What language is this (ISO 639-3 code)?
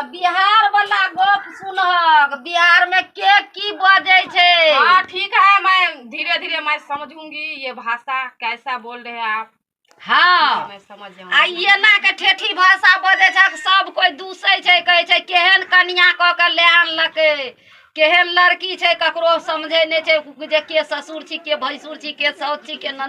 mai